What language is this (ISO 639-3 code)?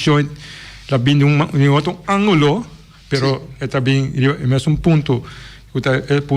pap